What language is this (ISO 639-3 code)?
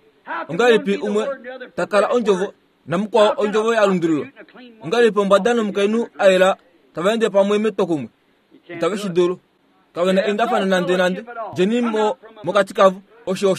kua